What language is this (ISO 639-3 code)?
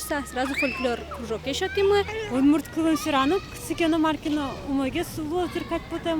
udm